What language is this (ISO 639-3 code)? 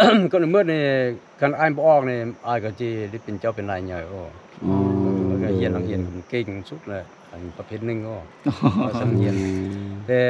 lao